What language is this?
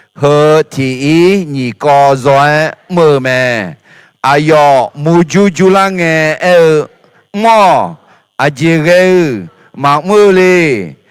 Akha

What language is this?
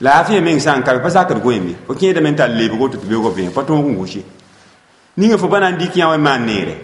Mossi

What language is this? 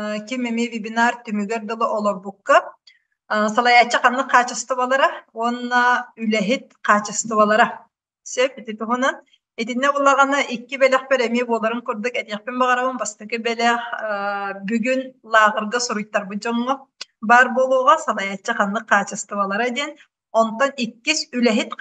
Yakut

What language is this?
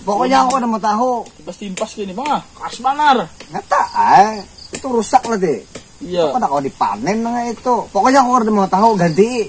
Banjar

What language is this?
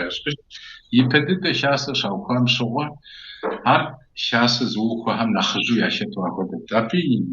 Kabardian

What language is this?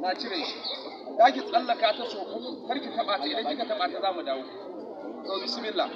Hausa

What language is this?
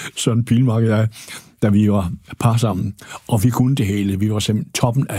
Danish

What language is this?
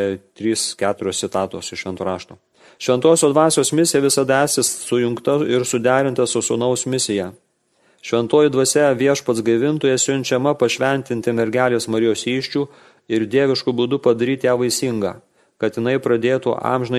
Lithuanian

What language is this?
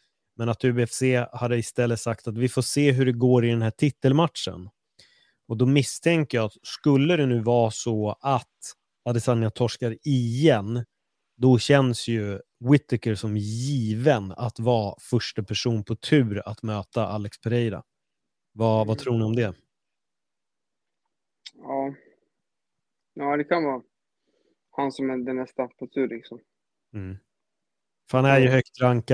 Swedish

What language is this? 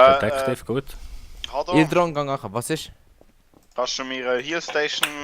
Swiss German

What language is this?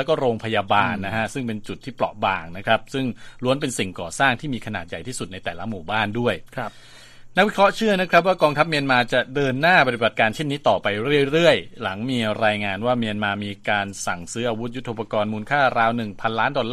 Thai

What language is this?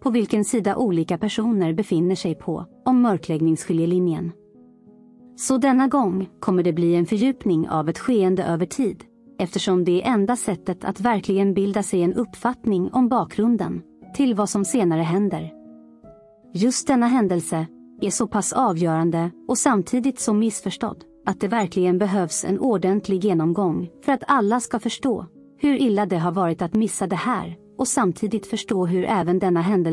Swedish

